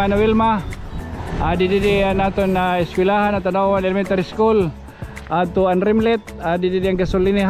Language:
Waray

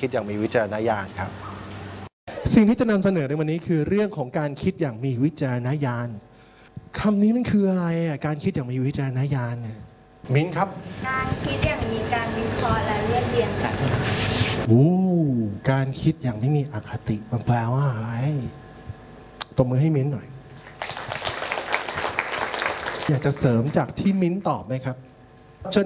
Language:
Thai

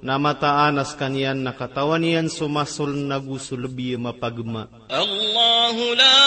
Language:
Maranao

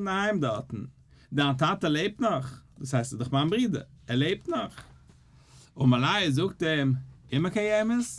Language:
Yiddish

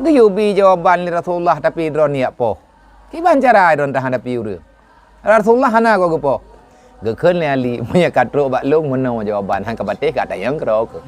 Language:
Achinese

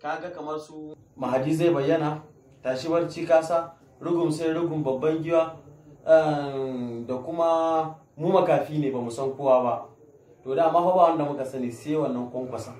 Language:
Hausa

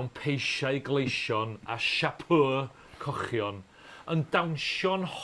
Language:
Welsh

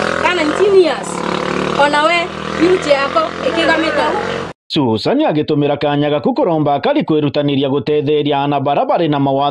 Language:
Meru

